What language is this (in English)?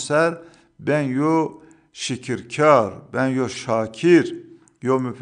Zaza